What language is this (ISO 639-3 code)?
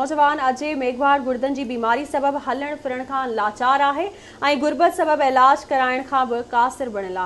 snd